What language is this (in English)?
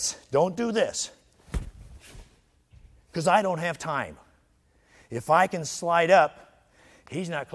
English